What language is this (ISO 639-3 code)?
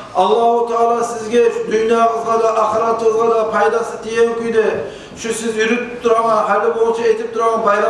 kum